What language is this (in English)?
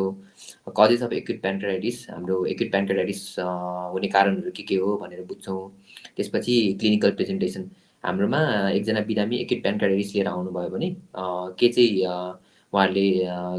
Nepali